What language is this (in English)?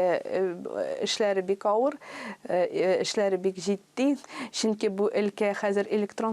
Tatar